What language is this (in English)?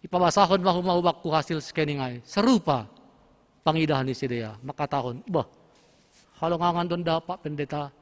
Batak Simalungun